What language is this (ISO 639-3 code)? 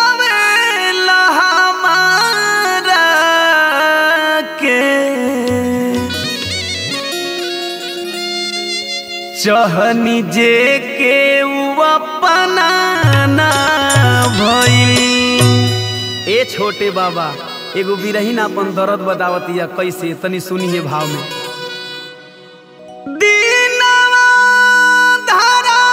bho